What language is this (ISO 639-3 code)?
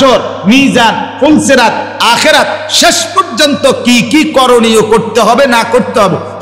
ben